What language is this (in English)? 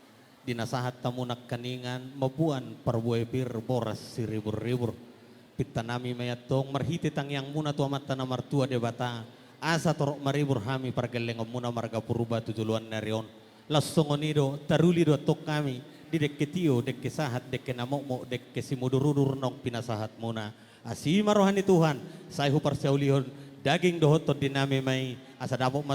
Batak Toba